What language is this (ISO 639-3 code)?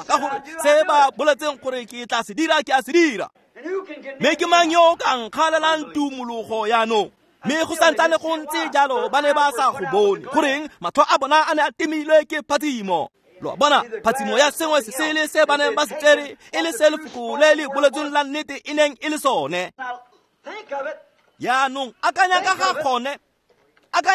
tsn